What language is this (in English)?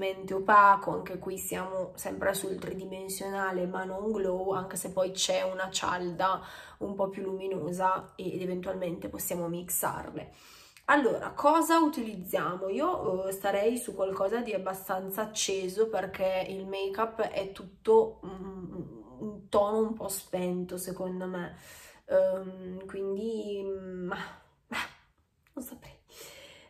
Italian